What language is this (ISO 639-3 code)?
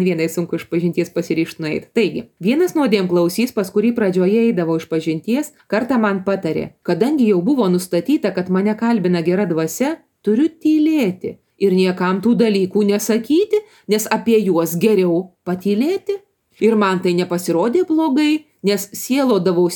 lit